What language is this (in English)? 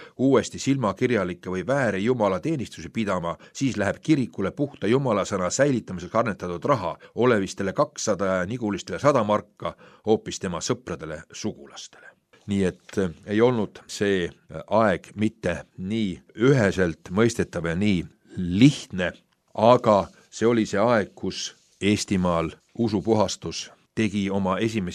Estonian